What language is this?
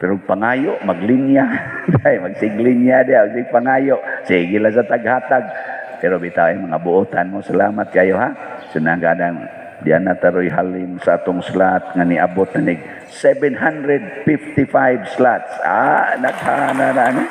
Cebuano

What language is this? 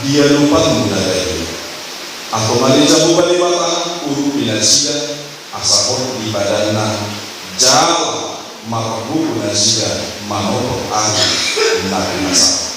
Batak Toba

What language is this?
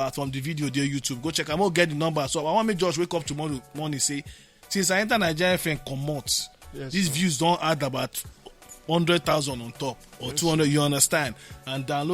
Nigerian Pidgin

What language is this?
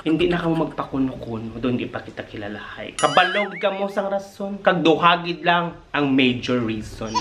Hiligaynon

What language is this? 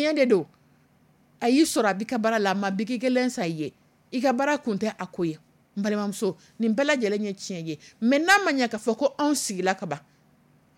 Dyula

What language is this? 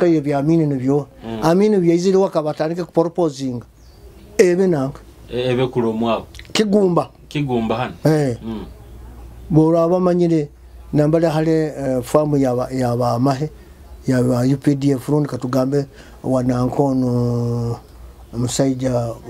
Nyoro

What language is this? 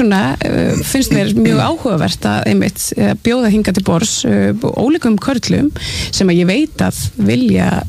Icelandic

